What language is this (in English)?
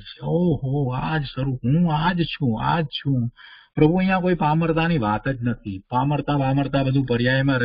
Gujarati